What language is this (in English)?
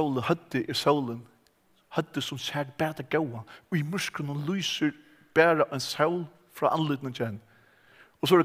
Faroese